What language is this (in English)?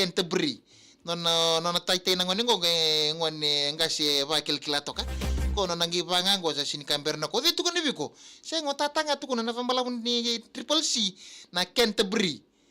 Fijian